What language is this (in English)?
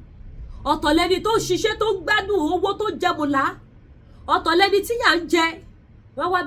Yoruba